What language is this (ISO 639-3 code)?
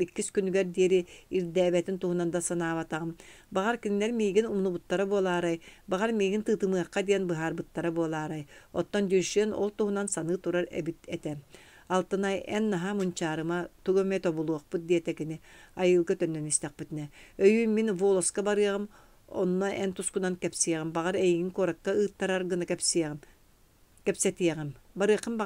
sah